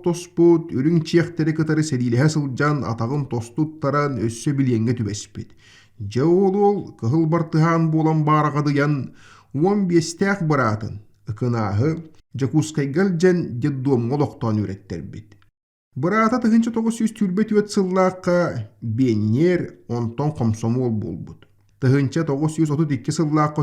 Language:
Yakut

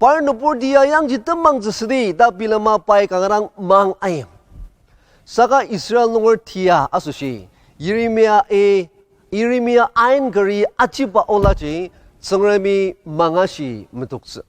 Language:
Ao Naga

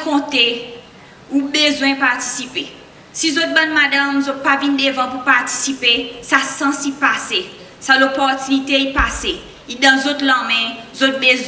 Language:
Seselwa Creole French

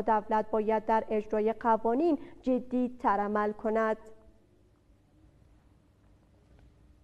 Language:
Persian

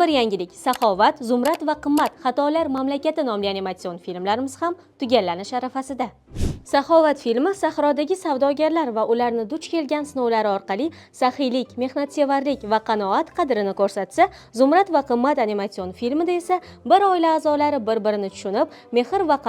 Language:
Uzbek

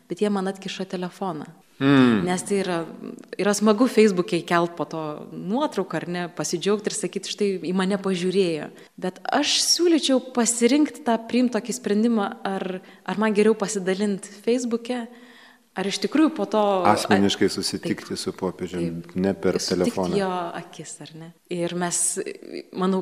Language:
Lithuanian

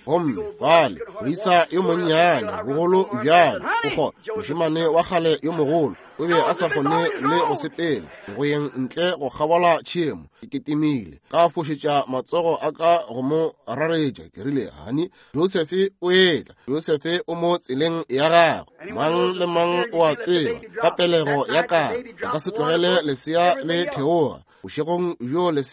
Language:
Northern Sotho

